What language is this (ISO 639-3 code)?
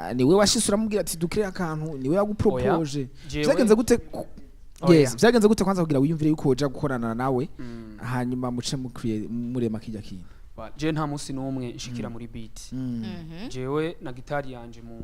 run